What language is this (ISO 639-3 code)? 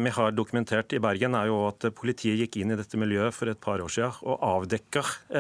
nor